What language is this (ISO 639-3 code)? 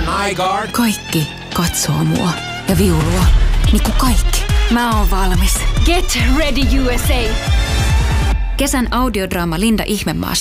fin